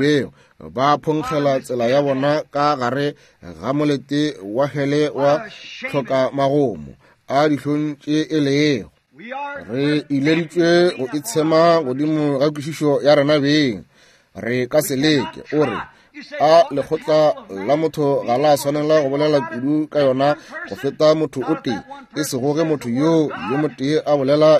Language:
Northern Sotho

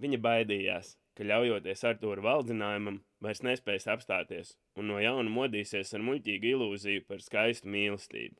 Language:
Latvian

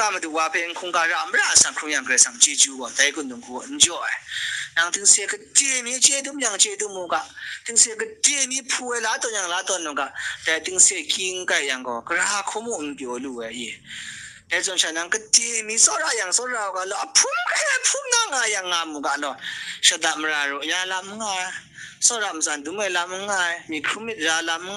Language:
Kachin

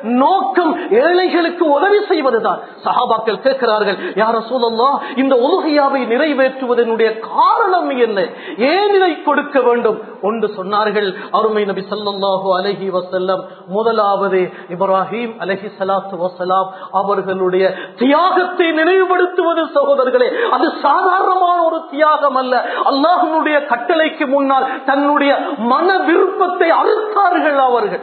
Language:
Tamil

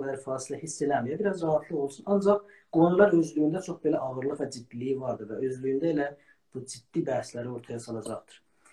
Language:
South Azerbaijani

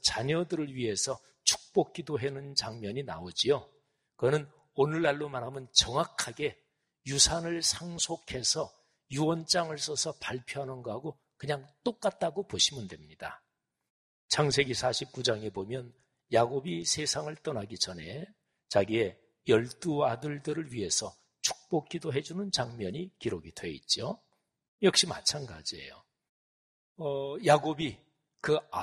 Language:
Korean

